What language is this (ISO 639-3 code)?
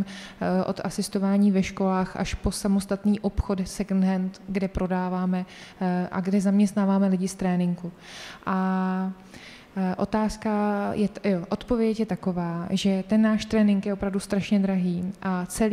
ces